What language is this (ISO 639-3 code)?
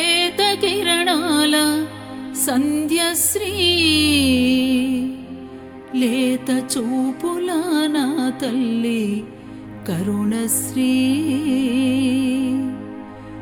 tel